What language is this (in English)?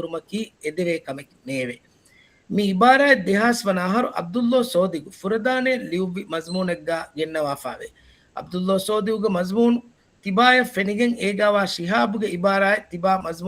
Divehi